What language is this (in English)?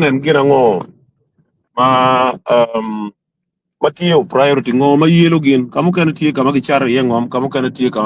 Acoli